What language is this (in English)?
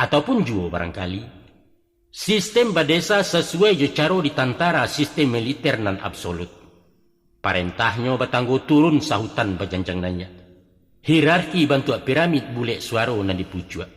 Minangkabau